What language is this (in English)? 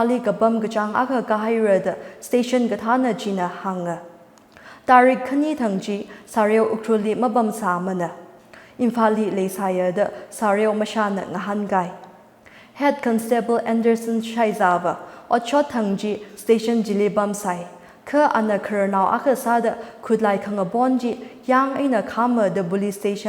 Tangkhul Naga (India)